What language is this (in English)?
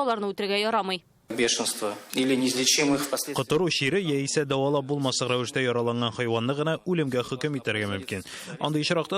Tatar